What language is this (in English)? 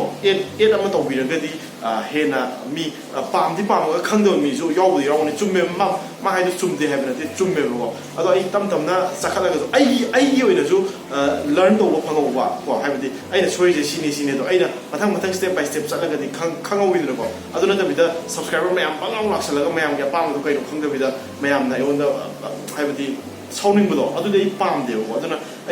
Manipuri